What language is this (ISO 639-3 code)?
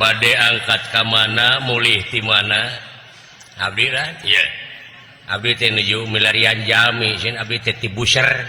sun